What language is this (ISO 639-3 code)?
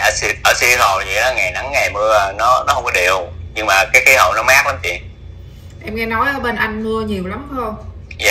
vie